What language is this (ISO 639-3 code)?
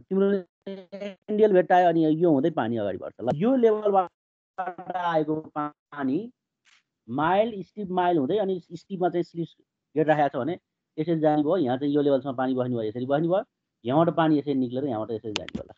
nep